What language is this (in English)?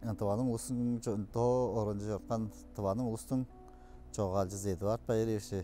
Tuvinian